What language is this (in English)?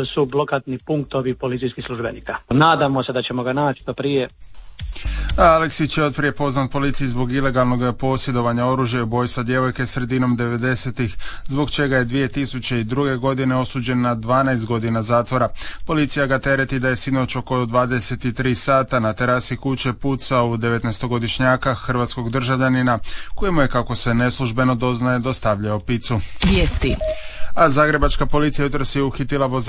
Croatian